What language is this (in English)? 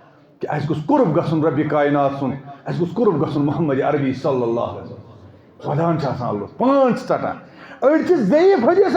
Kashmiri